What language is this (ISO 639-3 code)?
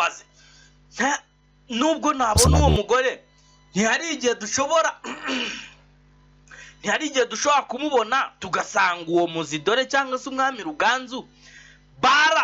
kin